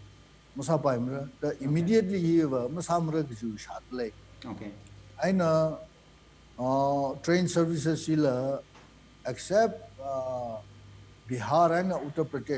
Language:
Tangkhul Naga (India)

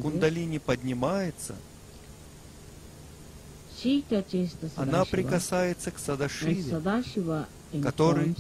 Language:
Russian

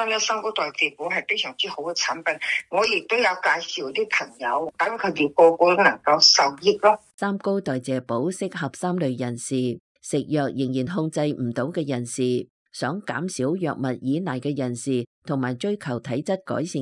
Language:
Cantonese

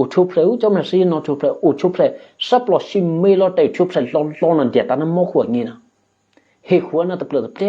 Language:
Eastern Kayah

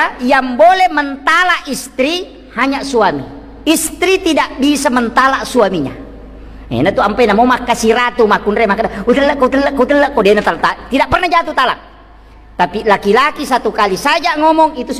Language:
Buginese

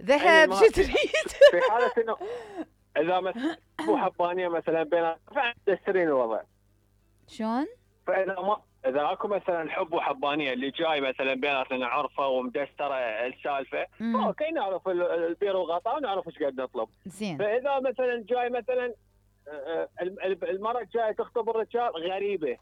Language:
Mesopotamian Arabic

